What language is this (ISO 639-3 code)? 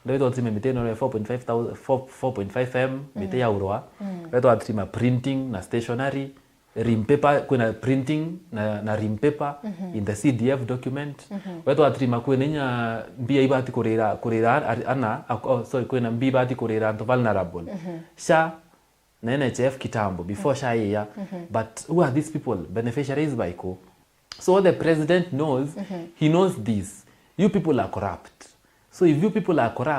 mer